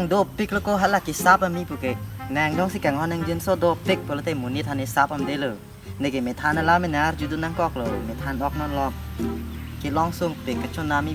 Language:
Karbi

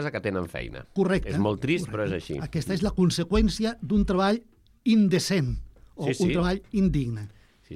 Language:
Catalan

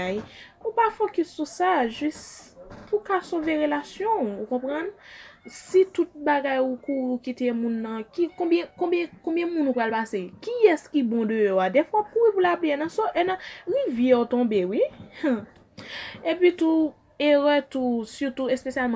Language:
Haitian Creole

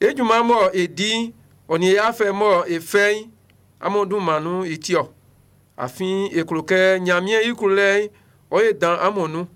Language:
Baoulé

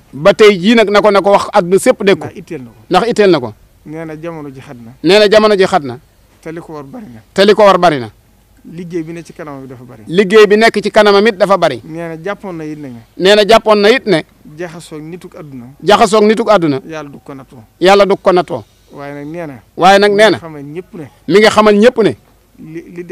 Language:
Wolof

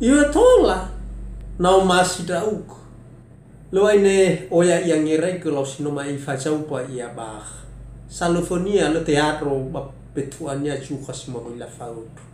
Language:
Nias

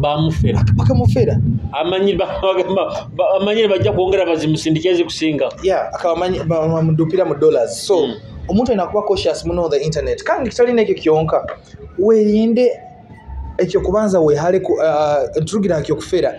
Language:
Nyoro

